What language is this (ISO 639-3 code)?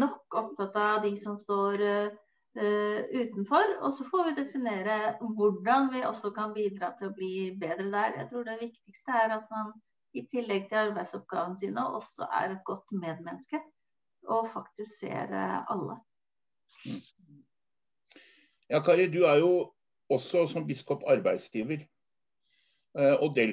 nor